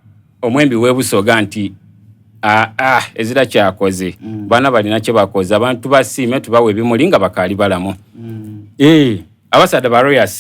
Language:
Soga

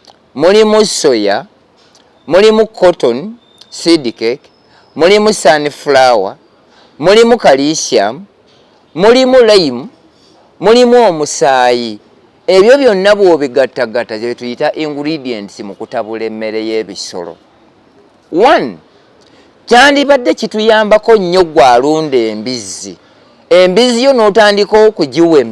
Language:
Ganda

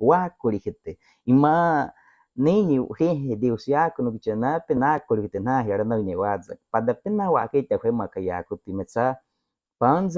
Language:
Baniwa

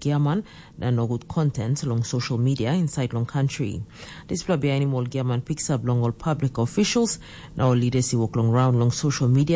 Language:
Tok Pisin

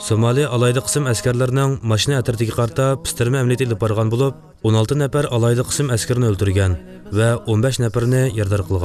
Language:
Uyghur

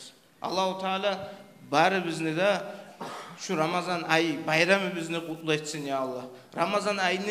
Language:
Kumyk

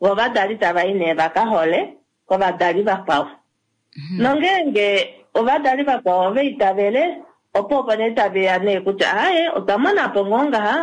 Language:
Kuanyama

